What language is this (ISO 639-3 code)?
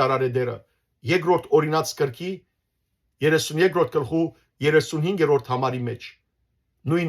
hyw